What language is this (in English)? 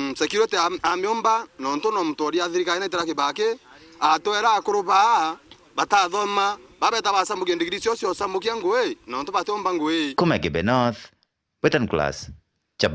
Meru